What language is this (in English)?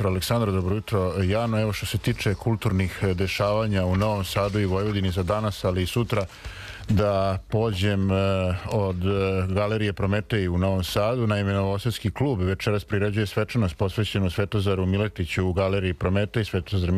Serbian